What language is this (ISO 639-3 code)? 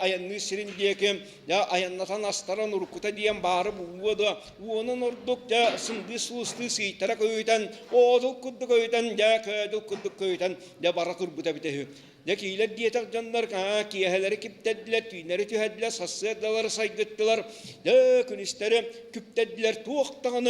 sah